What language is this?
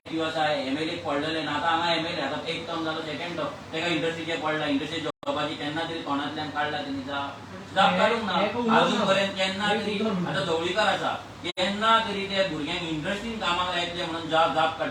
Konkani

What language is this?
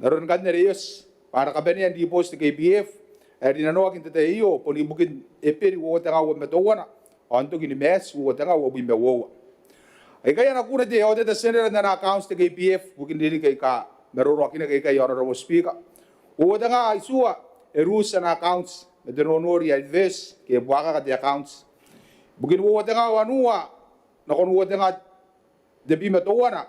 Gilbertese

